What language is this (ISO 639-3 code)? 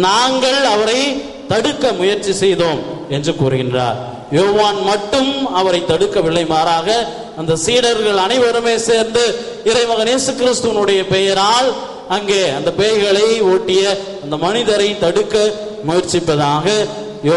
tam